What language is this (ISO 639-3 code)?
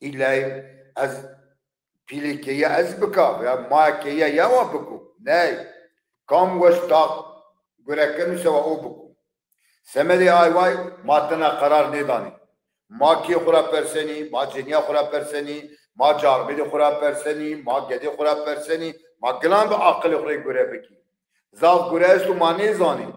zza